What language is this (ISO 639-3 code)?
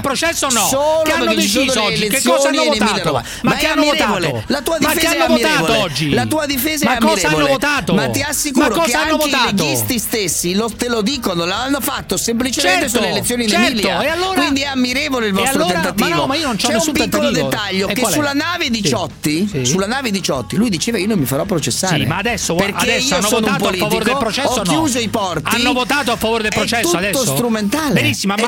ita